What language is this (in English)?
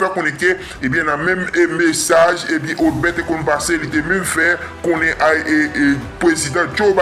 Haitian Creole